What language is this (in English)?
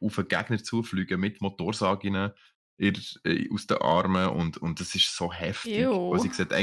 Swiss German